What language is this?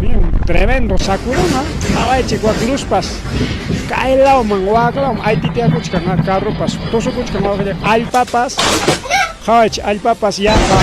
Ayacucho Quechua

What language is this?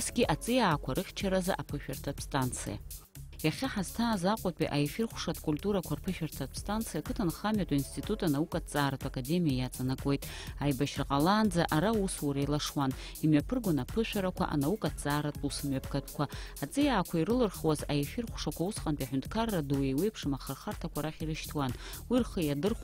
Abkhazian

